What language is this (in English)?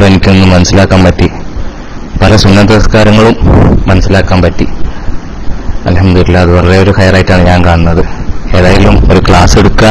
Malayalam